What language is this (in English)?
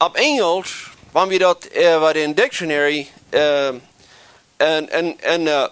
Plautdietsch